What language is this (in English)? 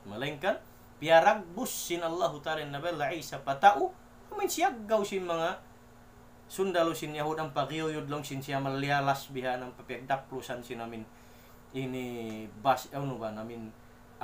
Tausug